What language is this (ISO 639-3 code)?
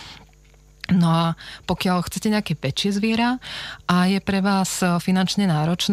slk